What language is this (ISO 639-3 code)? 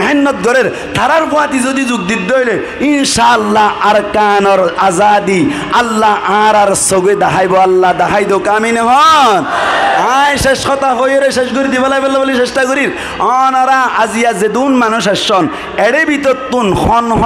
rhg